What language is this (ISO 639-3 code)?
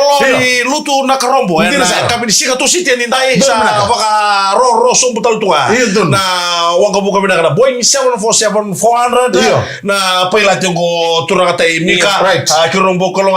fij